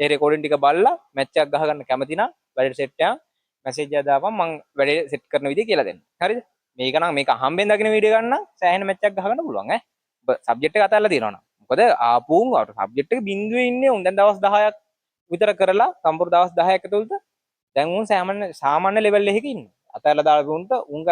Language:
Sinhala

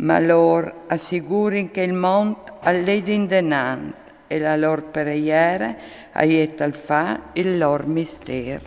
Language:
Friulian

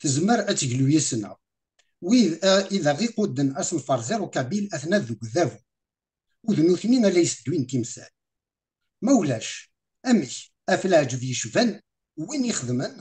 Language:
Kabyle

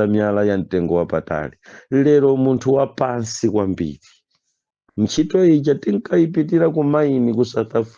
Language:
Nyanja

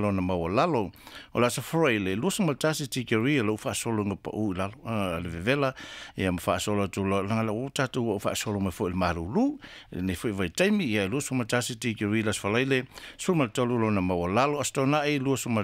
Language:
Samoan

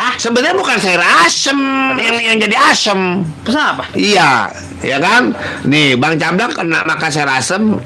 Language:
Betawi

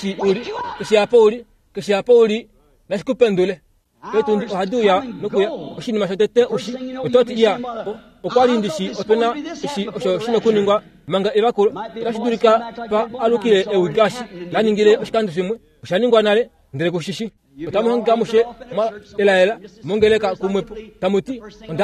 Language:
Kuanyama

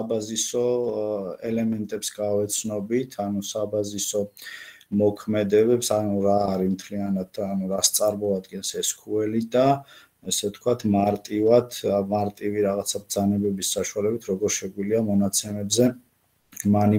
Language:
Georgian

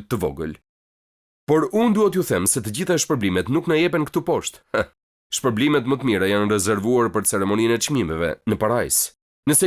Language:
Albanian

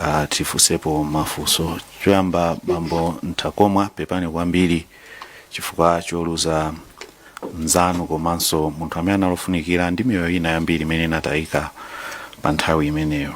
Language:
Nyanja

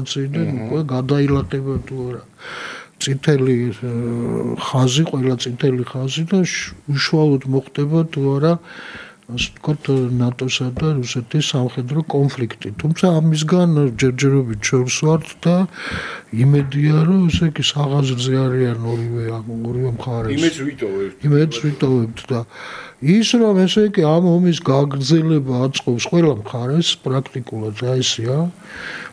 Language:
Georgian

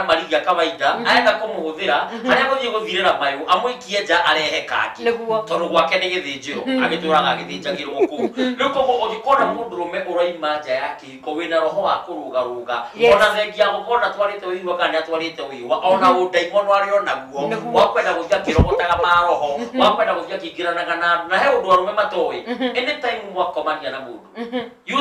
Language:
Kikuyu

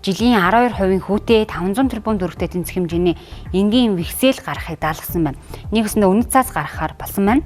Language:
Mongolian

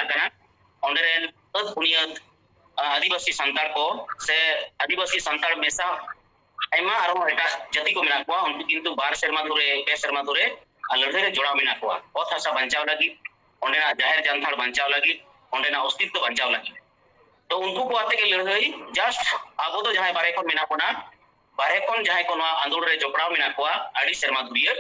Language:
Santali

